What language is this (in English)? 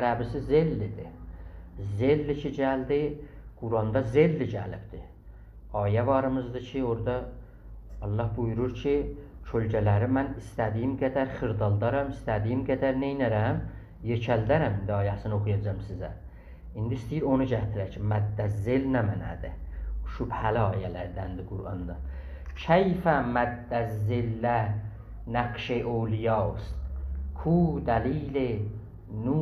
South Azerbaijani